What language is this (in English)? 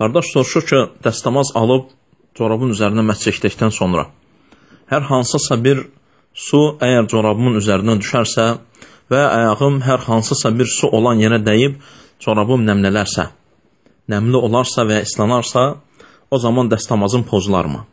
Azerbaijani